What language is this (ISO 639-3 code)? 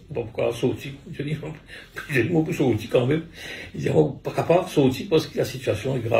mfe